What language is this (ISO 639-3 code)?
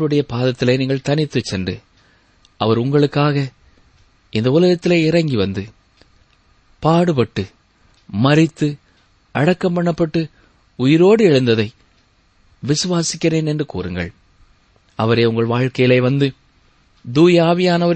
tam